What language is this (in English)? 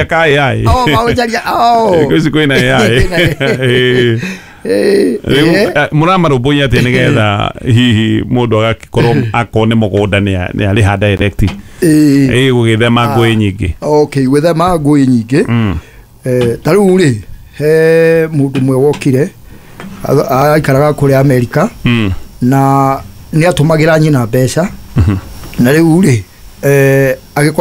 Kikuyu